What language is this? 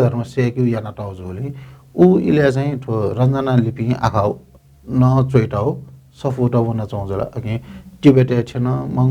Newari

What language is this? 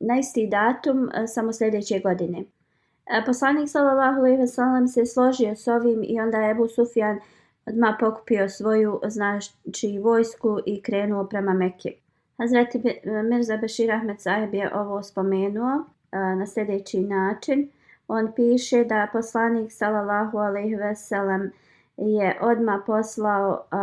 Bosnian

